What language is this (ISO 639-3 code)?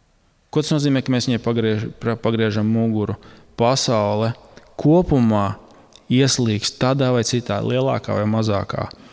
lav